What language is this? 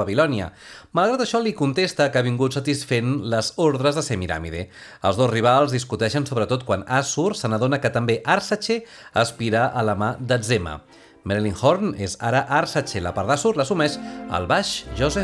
Catalan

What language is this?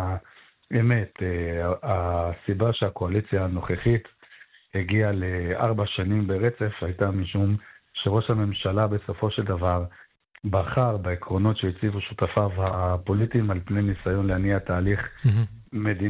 Hebrew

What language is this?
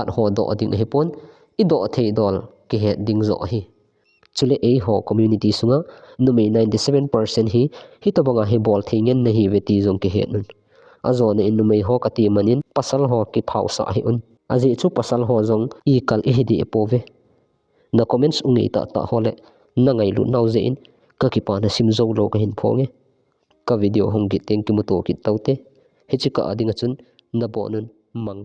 Thado Chin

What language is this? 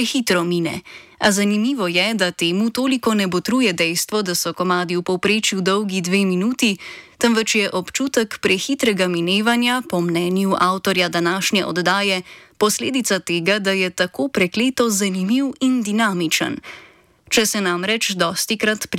Slovenian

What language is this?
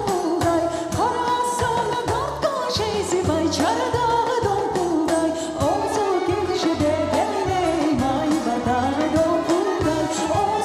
Crimean Tatar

